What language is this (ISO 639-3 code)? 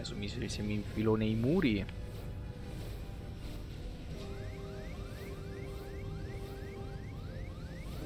ita